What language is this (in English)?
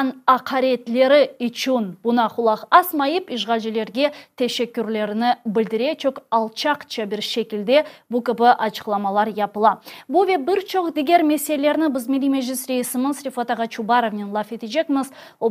Crimean Tatar